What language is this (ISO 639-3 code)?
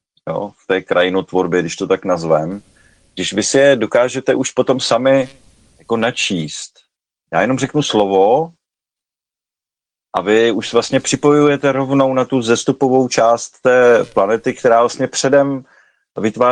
ces